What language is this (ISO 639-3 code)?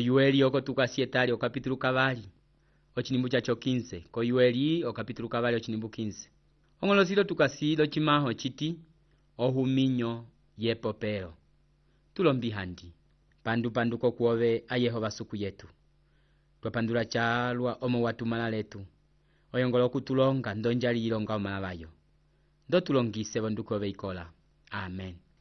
umb